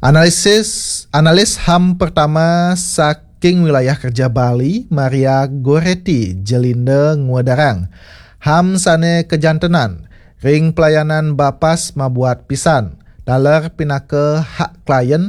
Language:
Balinese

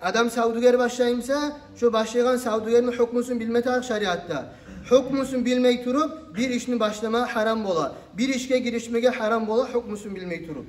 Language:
Kumyk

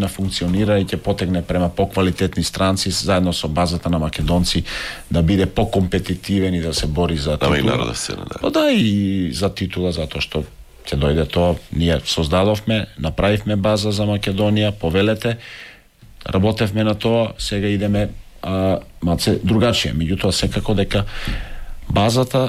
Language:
Macedonian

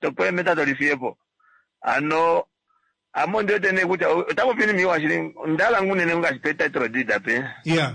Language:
Kuanyama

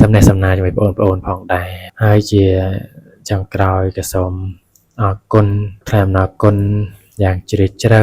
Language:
Khmer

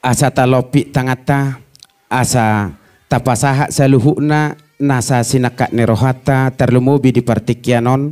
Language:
Batak Toba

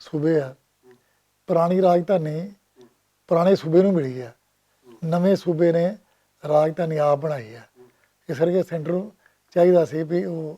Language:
Western Panjabi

